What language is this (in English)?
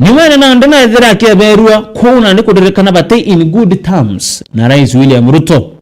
Meru